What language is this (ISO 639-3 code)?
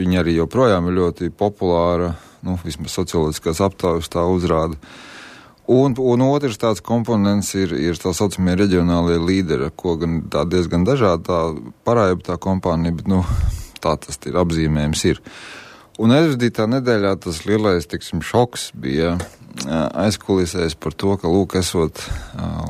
lav